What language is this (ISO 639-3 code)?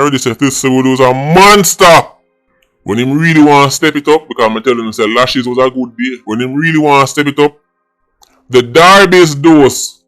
jam